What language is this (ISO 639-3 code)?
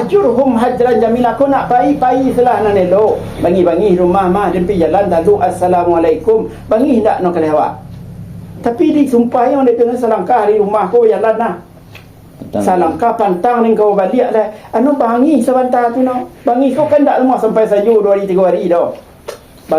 min